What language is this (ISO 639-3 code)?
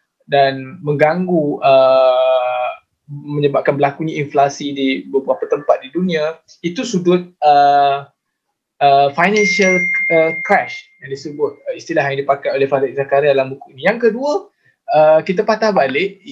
msa